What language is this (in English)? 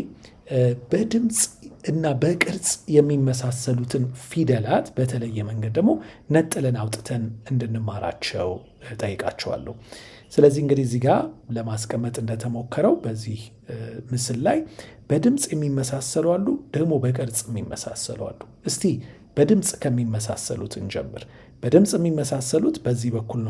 Amharic